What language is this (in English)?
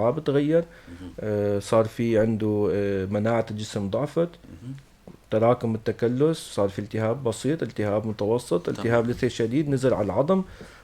North Levantine Arabic